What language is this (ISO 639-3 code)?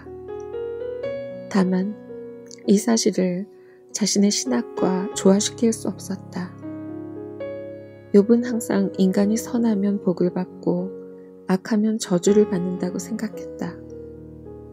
kor